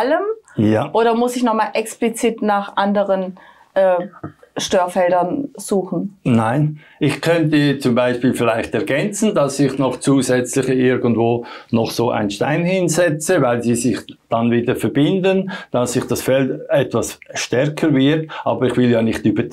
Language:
German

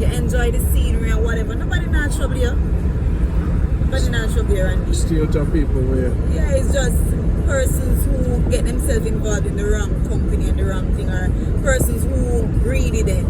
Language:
Jamaican Creole English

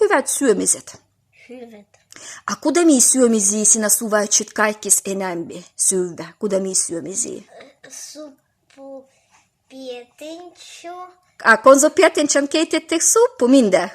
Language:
Livvi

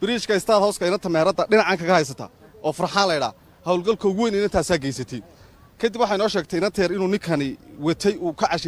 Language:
Somali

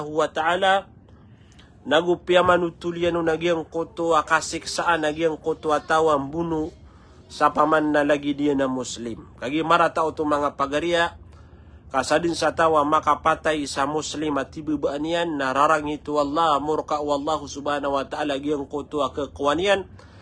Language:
Maranao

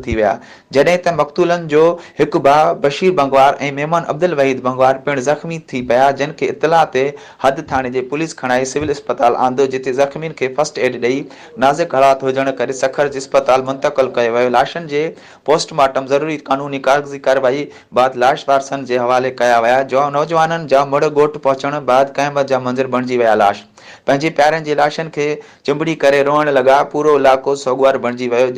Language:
Sindhi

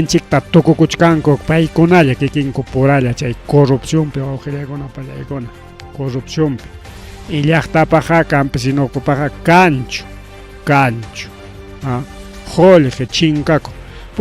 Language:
Ayacucho Quechua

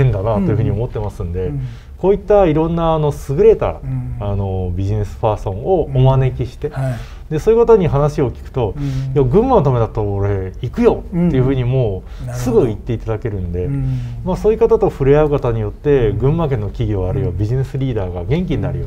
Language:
Japanese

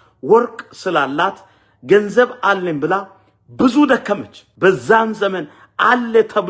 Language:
Amharic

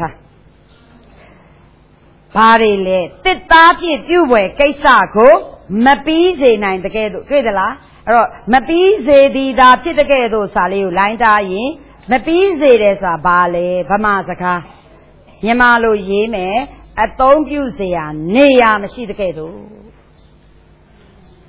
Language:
Burmese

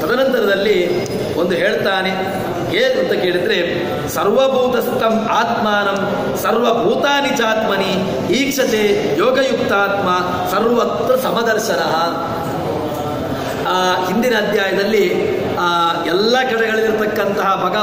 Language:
Kannada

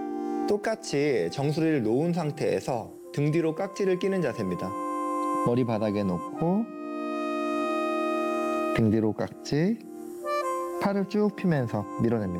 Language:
Korean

